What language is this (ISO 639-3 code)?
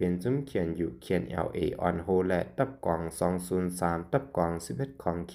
shn